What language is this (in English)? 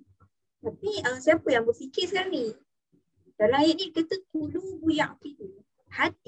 Malay